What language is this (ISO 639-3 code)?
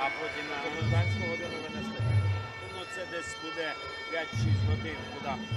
ukr